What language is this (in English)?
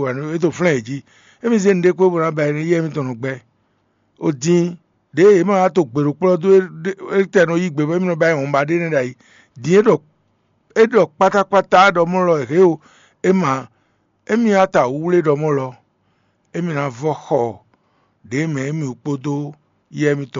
Fon